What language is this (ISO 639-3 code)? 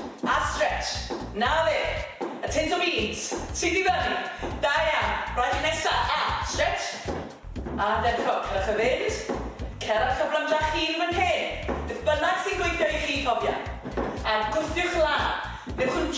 cym